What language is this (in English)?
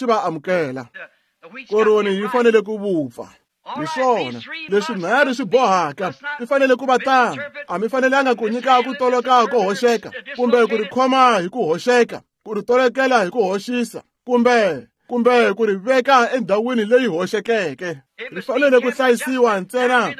Tsonga